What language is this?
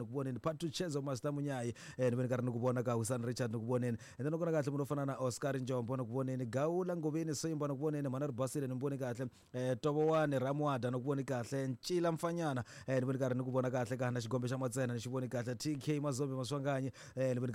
Tsonga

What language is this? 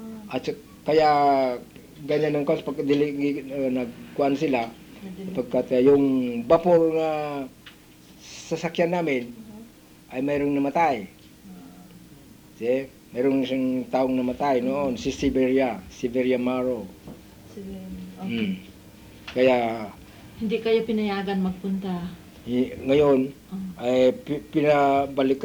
Filipino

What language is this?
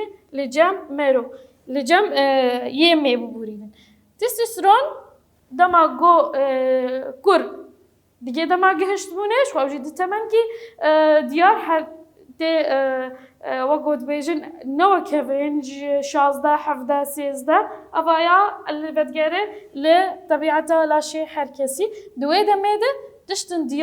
Kurdish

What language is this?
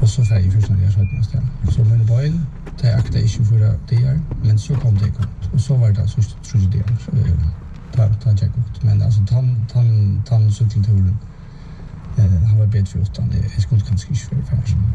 Faroese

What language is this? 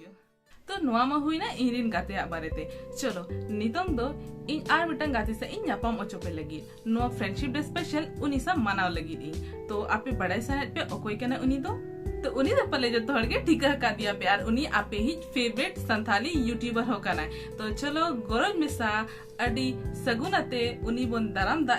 Santali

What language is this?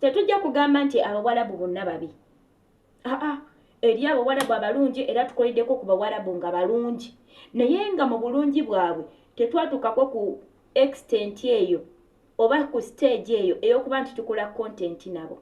Ganda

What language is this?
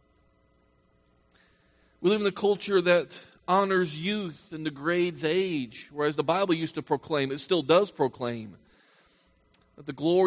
English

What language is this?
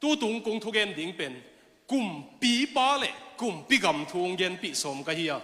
Tedim Chin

